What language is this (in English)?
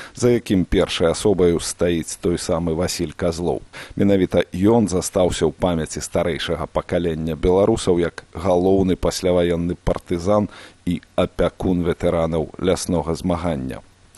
Belarusian